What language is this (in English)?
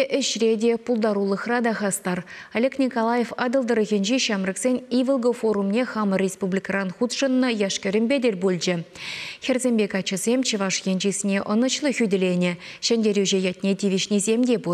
Chuvash